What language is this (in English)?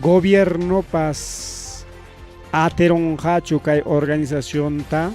Ayacucho Quechua